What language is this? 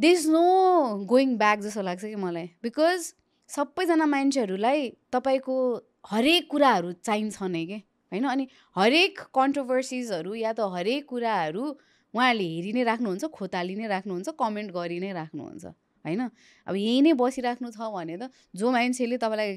Nepali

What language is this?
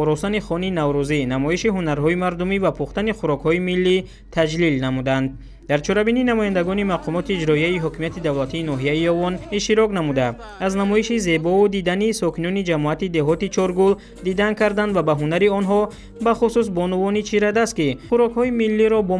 Tajik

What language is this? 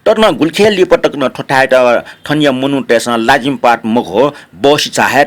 Newari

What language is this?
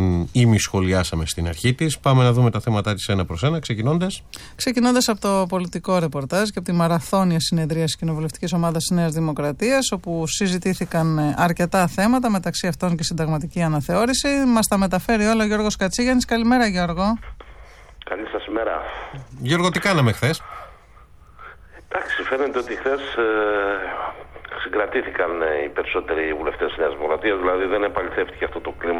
Greek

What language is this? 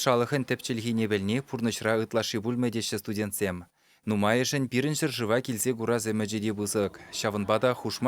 Chuvash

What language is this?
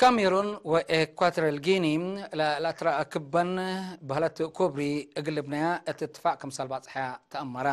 Tigre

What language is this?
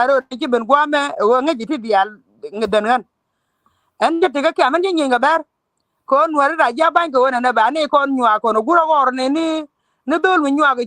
Nuer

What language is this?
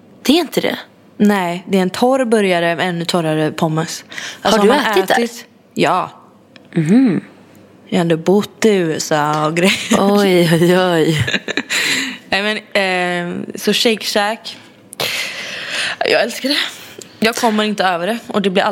Swedish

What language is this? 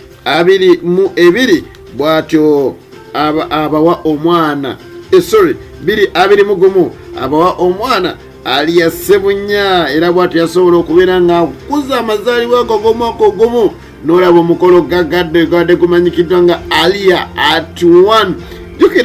Ganda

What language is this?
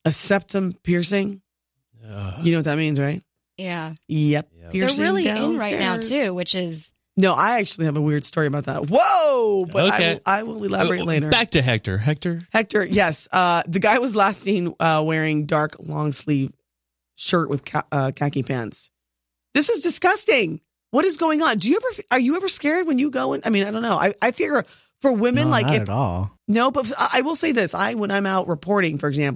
English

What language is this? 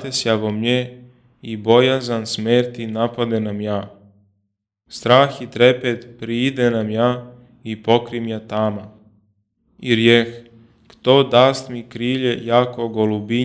Church Slavic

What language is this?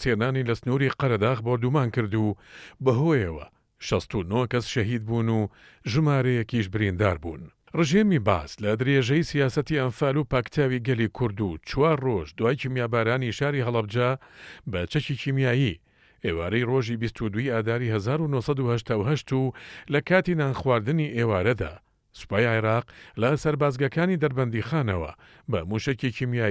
Central Kurdish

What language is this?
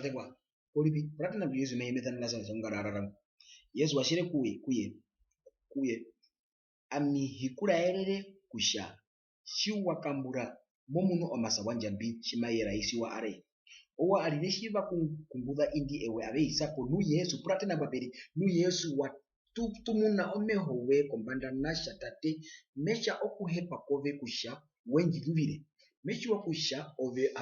Herero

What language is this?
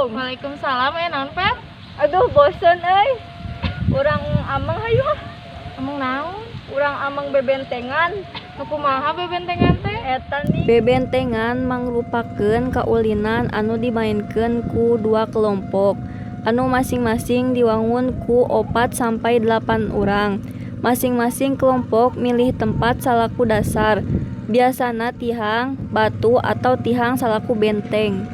Sundanese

